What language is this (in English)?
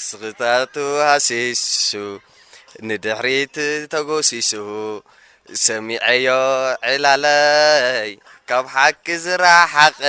Tigrinya